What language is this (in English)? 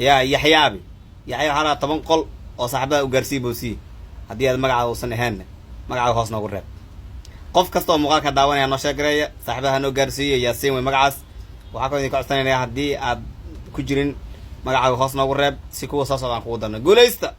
Somali